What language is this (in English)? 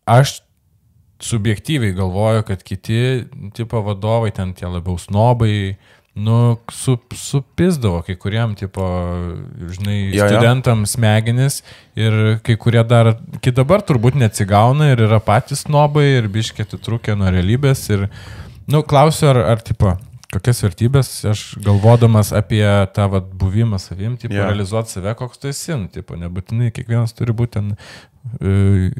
Lithuanian